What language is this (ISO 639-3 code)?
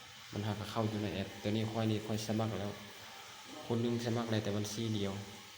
lao